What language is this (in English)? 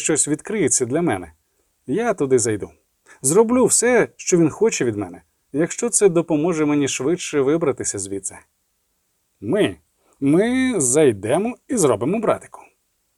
Ukrainian